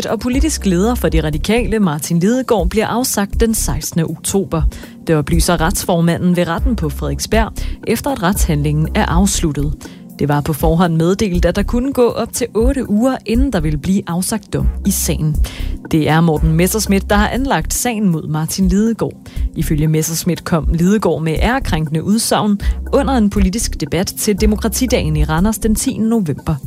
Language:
Danish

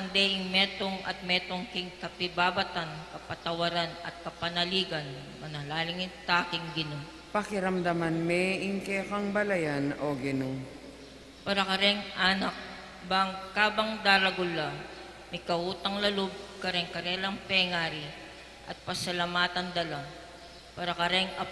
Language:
Pampanga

